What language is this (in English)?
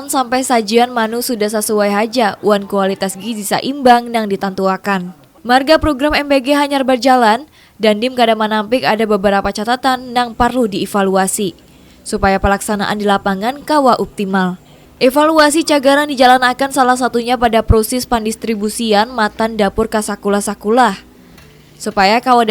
Banjar